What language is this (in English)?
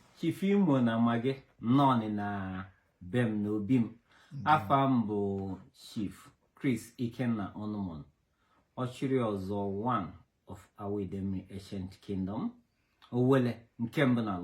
Igbo